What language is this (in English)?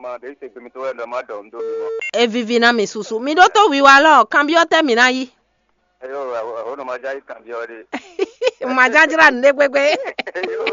Fon